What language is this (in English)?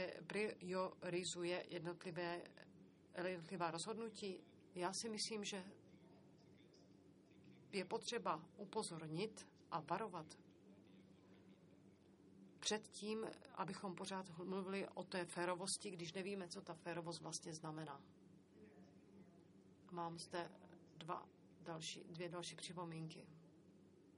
Czech